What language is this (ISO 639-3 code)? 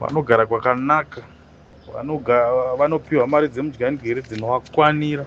sna